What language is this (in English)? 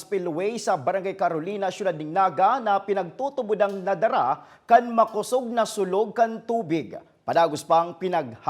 Bikol